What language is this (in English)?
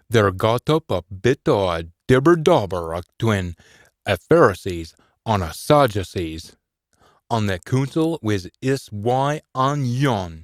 Scots